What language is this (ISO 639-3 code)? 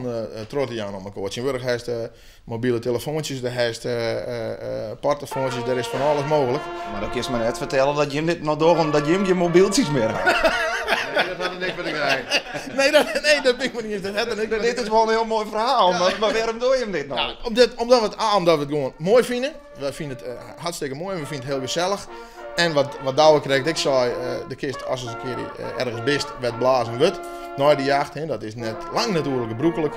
fry